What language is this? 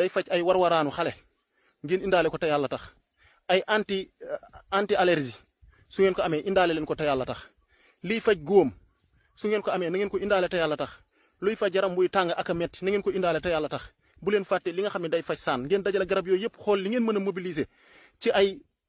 Wolof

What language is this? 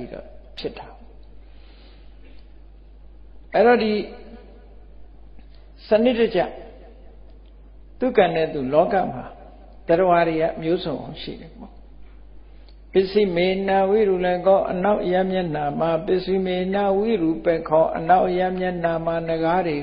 Burmese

